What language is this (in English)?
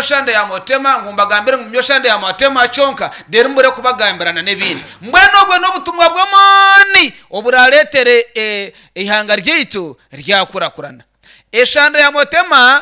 Nyankole